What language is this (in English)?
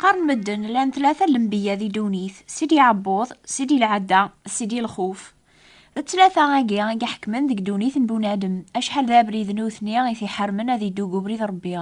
Kabyle